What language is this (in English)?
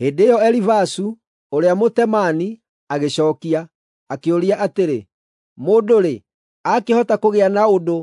Kikuyu